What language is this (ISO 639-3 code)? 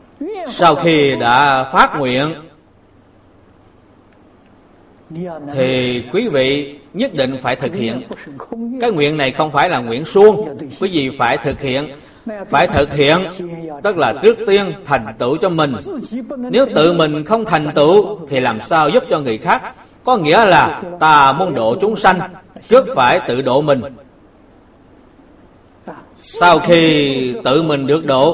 vie